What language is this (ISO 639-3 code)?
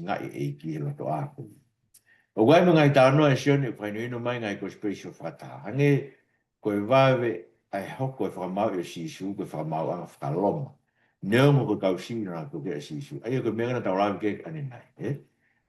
ton